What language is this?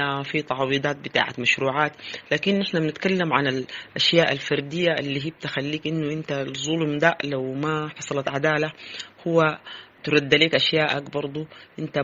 Sudanese Arabic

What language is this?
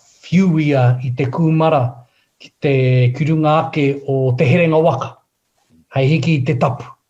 Māori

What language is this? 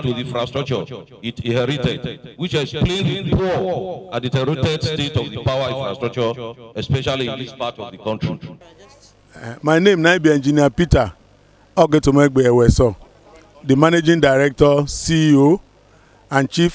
Nigerian Pidgin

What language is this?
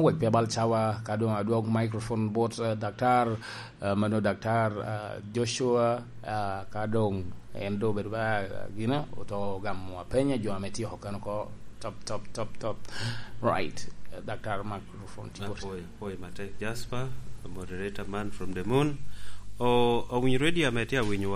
Lango (Uganda)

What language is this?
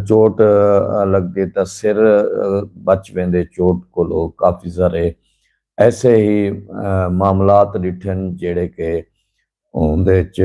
Saraiki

